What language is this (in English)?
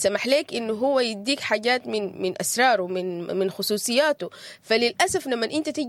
Sudanese Arabic